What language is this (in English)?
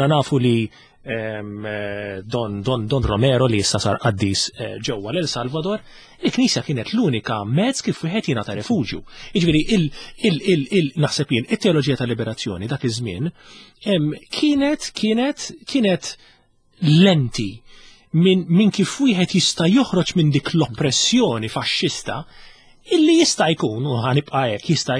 Maltese